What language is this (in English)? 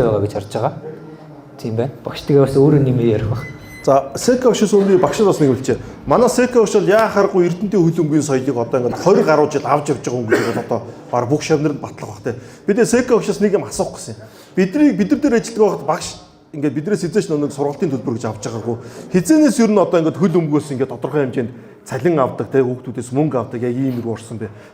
Mongolian